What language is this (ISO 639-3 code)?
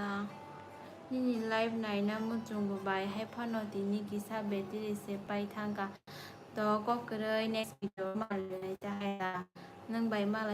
trp